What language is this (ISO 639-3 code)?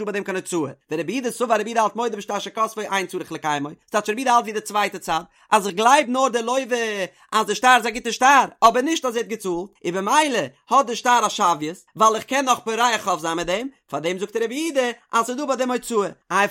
yid